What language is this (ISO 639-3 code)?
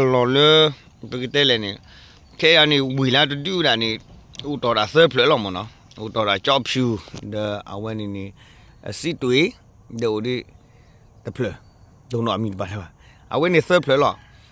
ksw